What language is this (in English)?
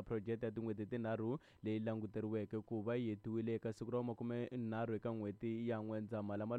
Tsonga